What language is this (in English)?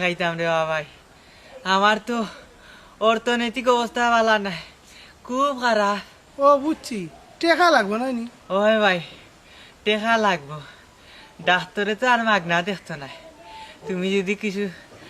Sylheti